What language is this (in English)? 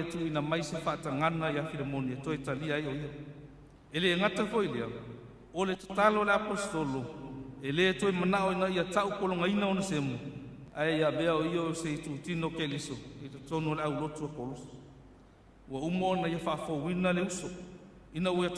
Samoan